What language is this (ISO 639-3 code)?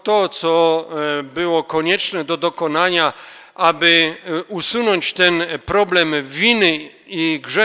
pol